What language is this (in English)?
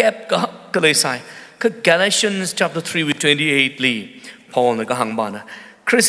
Tangkhul Naga (India)